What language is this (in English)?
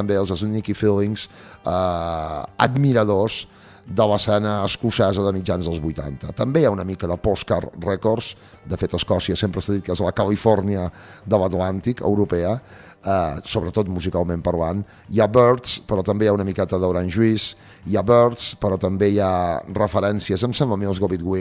Catalan